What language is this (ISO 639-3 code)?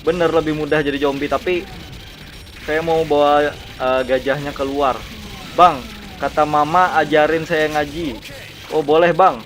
bjn